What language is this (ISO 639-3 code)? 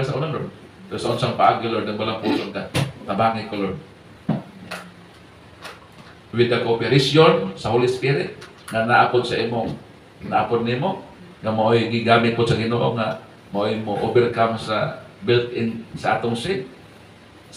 ceb